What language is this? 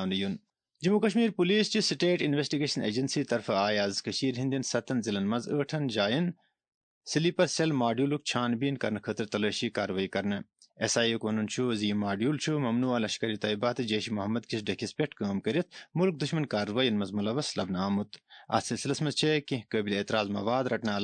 Kashmiri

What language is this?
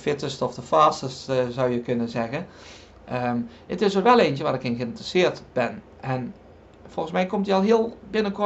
Dutch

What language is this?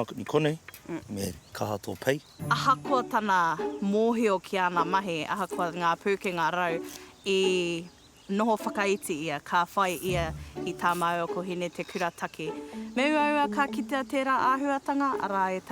Māori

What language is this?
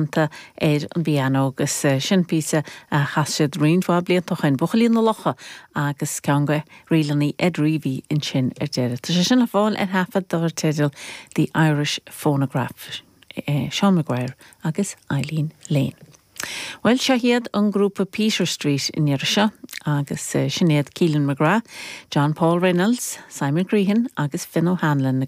Irish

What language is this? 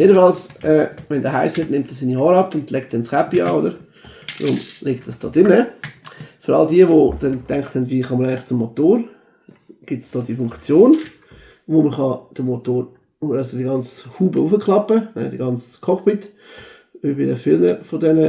Swiss German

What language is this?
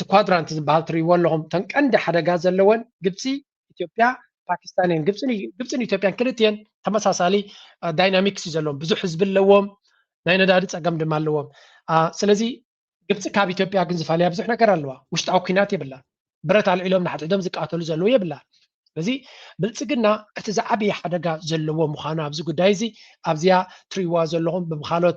Tigrinya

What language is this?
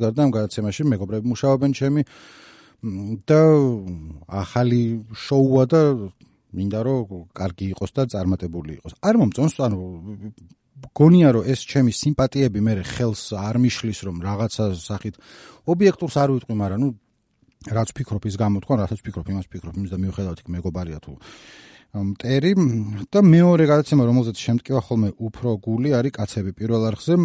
Georgian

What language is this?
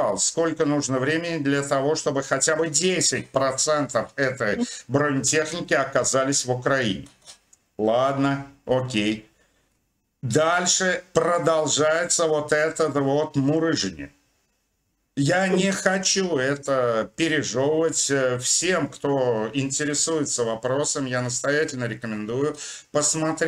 Russian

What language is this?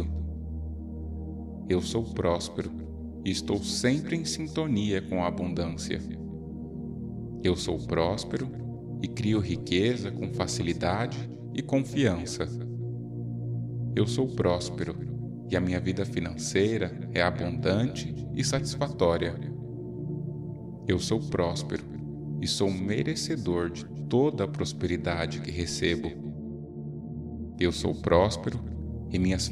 Portuguese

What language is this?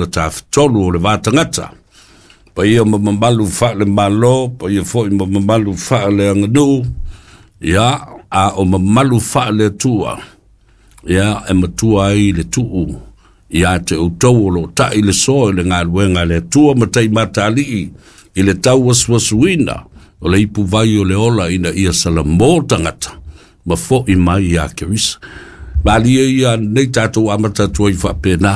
Samoan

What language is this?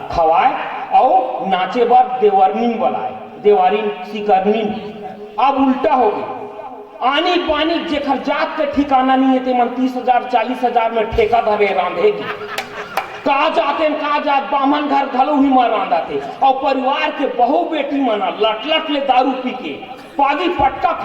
Chhattisgarhi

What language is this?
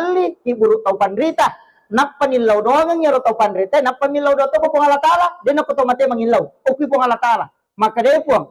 Buginese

